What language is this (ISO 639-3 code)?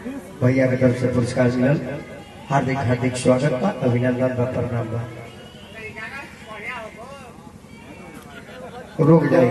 bho